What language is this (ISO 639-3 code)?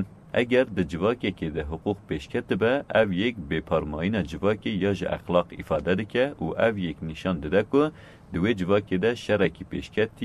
kur